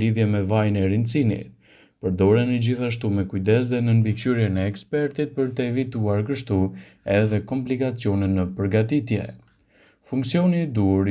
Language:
Albanian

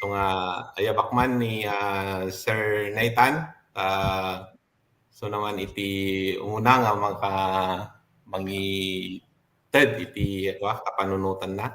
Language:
Iloko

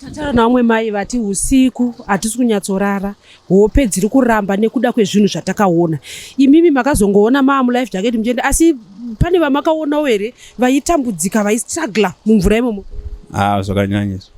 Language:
Shona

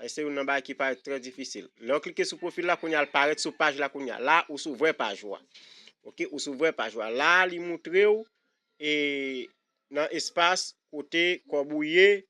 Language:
Haitian Creole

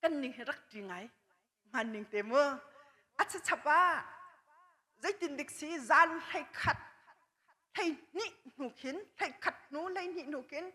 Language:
Hakha Chin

